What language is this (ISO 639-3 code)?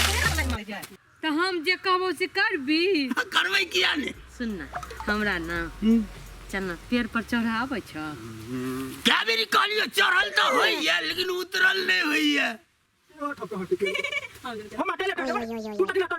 mai